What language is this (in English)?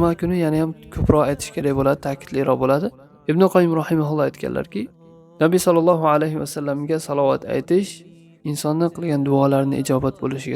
Uzbek